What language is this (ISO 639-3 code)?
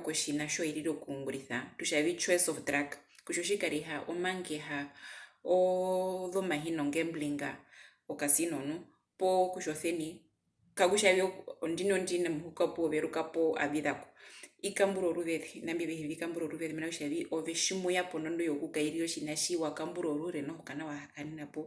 her